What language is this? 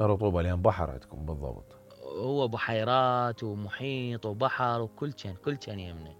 Mesopotamian Arabic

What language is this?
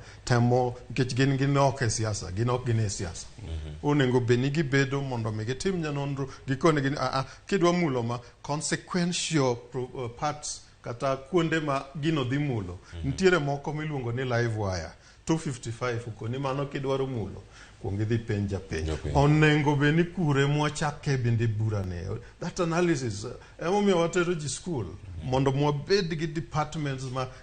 Luo (Kenya and Tanzania)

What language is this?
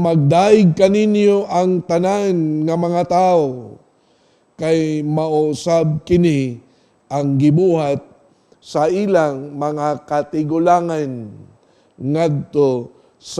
Cebuano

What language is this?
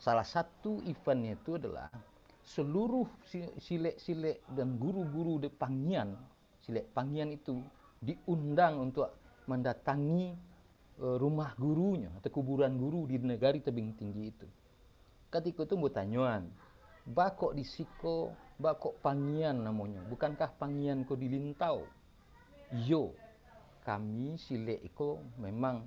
Minangkabau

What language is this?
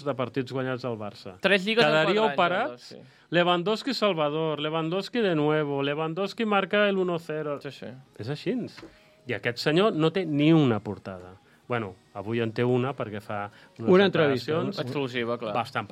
Catalan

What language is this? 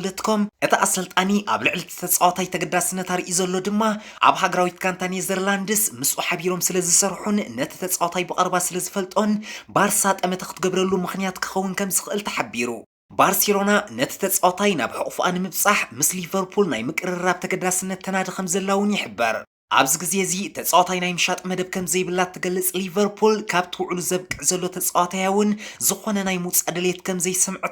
Tigrinya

